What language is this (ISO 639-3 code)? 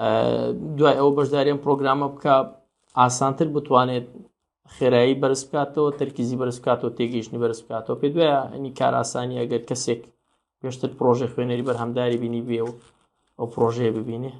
ckb